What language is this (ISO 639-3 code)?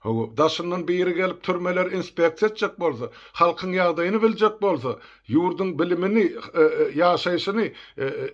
tuk